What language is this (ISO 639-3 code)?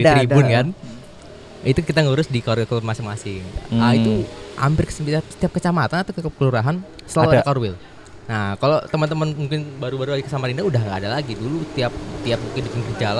ind